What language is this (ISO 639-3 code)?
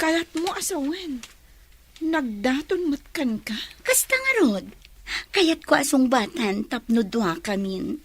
ilo